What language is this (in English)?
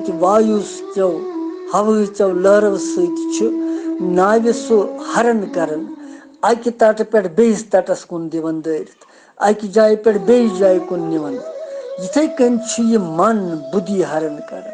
Kashmiri